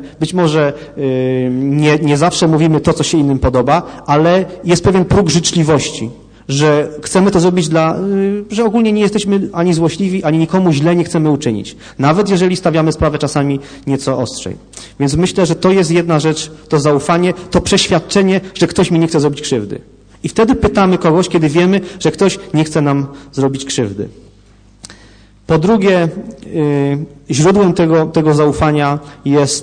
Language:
Polish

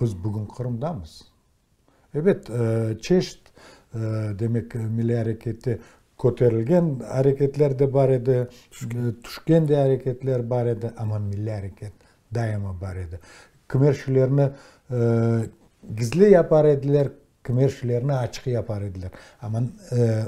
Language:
Crimean Tatar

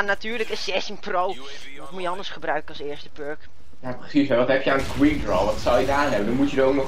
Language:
Dutch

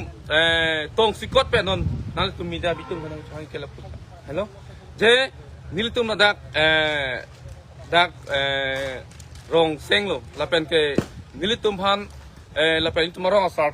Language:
Karbi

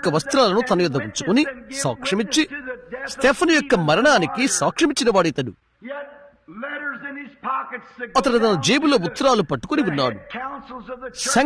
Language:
Telugu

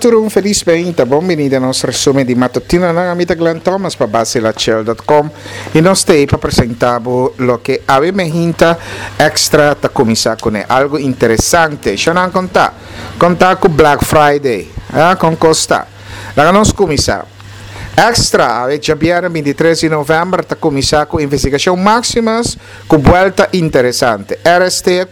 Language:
Papiamento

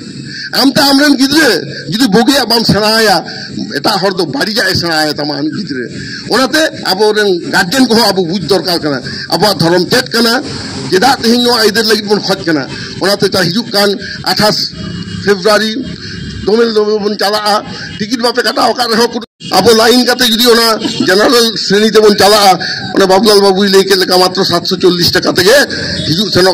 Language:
Santali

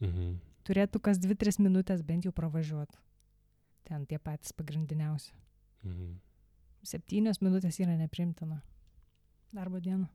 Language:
Lithuanian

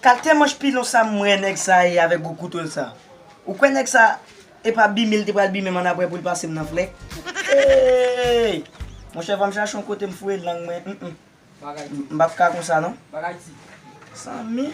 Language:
Haitian Creole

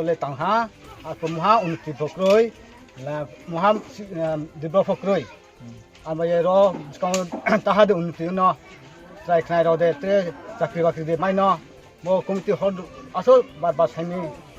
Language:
Riang (India)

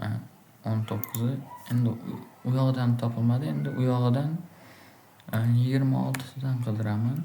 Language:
Uzbek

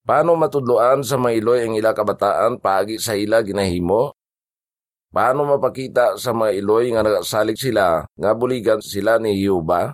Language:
Hiligaynon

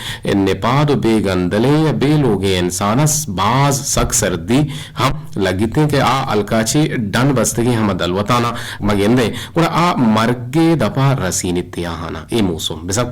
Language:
Eastern Balochi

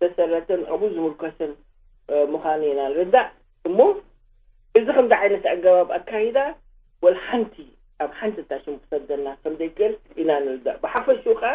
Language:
Tigrinya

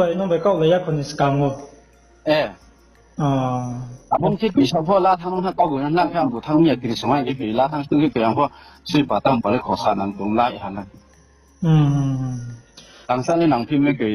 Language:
Riang (India)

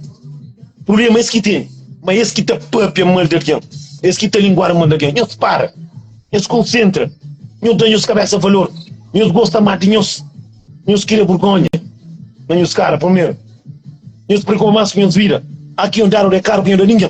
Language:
Kabuverdianu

